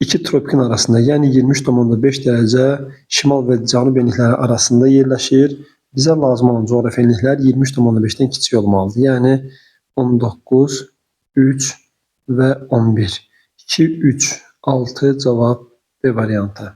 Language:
Azerbaijani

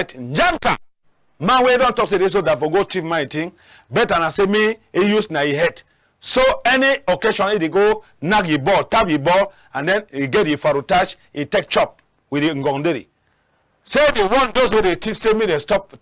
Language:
Cameroon Pidgin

